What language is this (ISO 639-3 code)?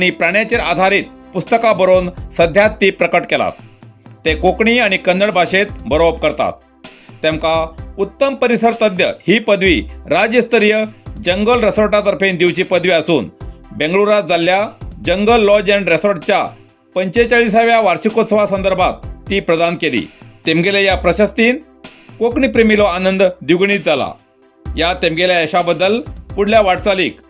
kok